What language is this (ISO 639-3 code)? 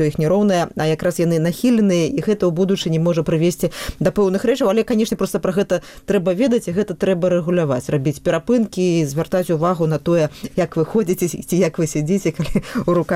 bel